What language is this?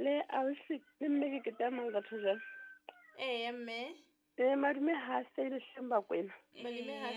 Southern Sotho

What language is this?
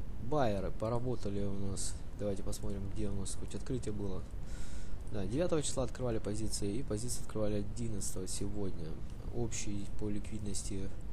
Russian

